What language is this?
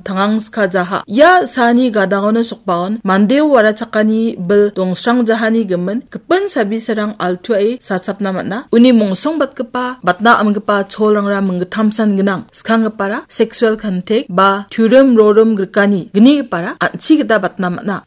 Garo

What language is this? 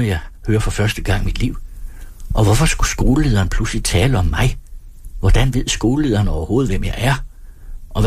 Danish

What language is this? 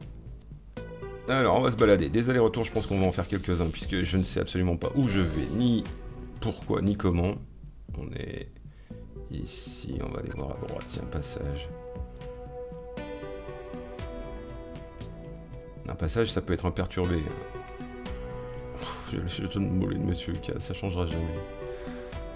French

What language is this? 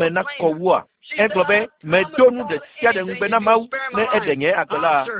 Ewe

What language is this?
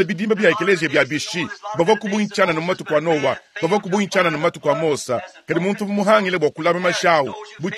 Luba-Lulua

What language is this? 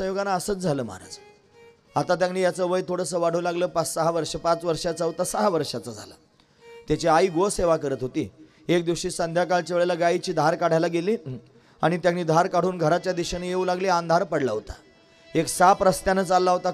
Marathi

